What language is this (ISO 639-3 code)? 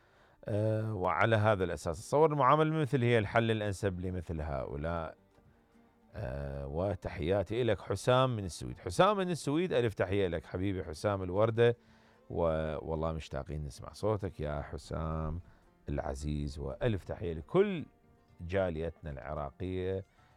acm